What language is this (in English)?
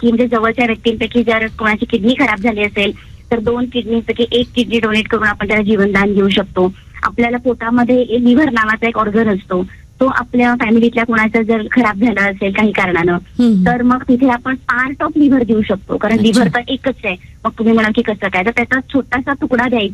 Marathi